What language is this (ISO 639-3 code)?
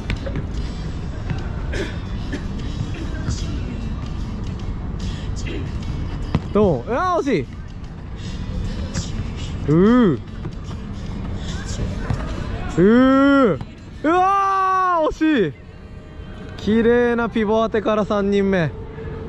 jpn